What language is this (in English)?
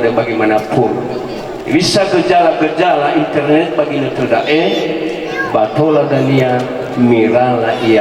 Nias